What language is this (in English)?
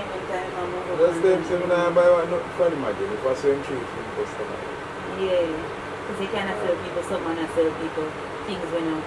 Jamaican Creole English